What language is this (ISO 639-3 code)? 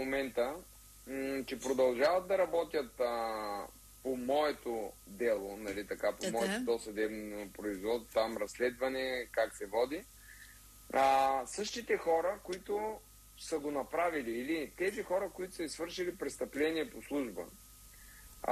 bul